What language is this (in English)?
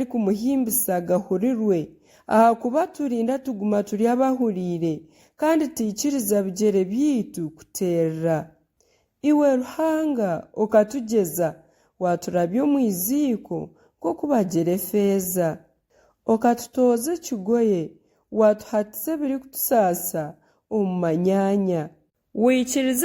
Nyankole